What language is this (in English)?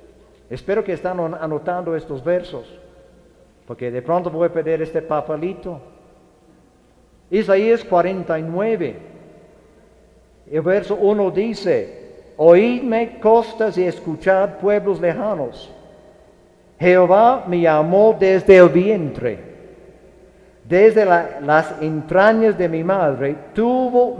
Spanish